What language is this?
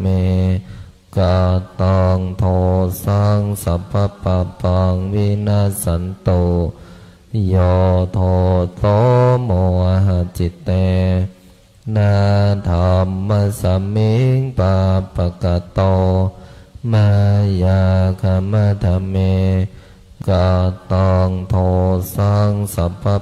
Pali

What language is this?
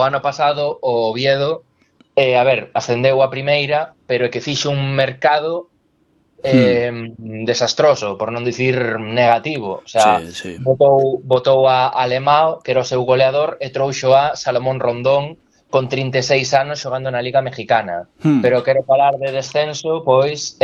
Galician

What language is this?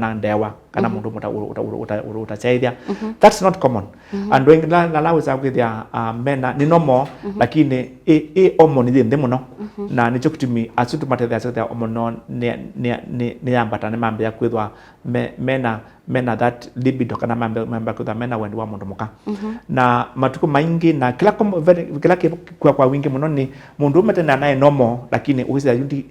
Kamba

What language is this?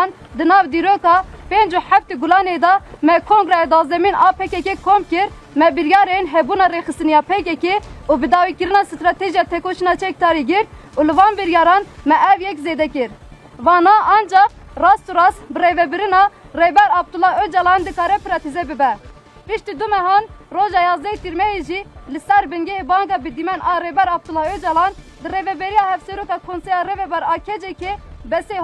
Kurdish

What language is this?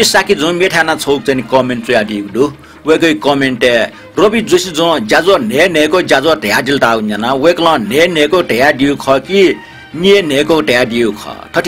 Newari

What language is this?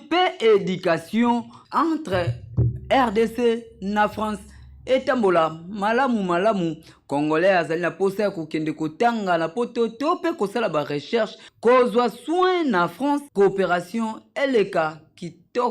Lingala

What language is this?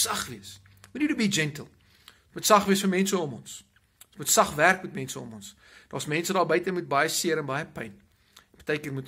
Afrikaans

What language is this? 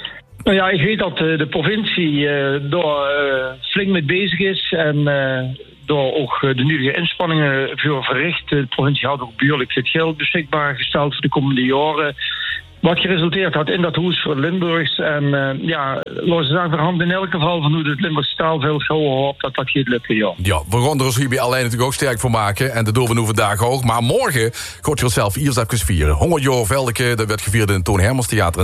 Dutch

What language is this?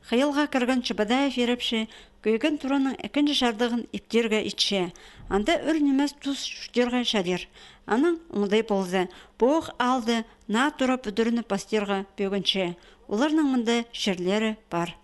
Khakas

